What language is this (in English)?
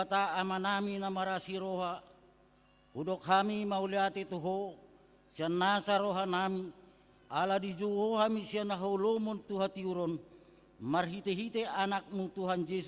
Batak Toba